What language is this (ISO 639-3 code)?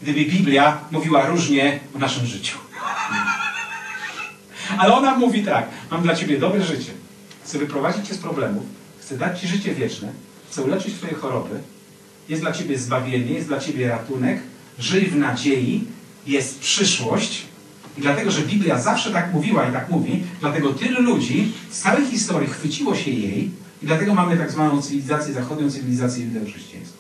pol